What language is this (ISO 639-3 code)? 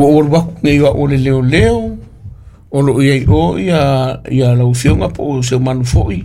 smo